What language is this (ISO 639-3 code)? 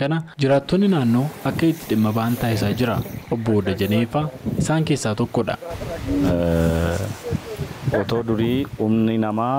orm